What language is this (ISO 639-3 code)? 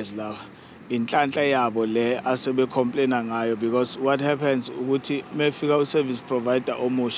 zul